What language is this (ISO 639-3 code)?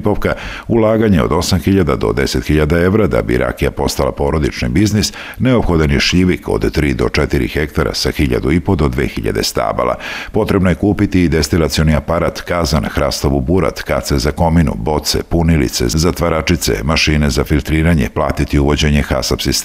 srp